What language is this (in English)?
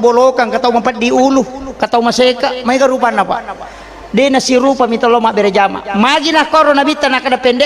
Buginese